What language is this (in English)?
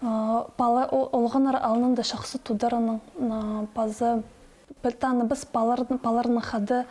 Khakas